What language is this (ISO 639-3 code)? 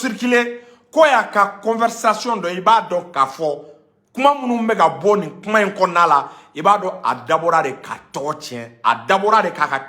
bam